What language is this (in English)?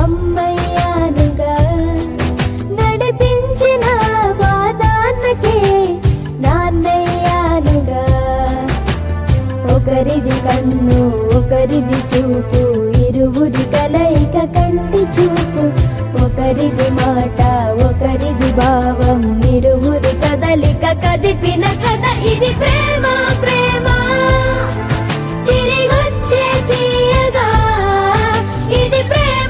Telugu